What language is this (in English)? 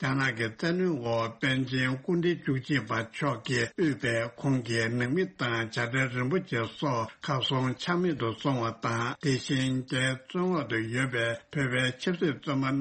Tibetan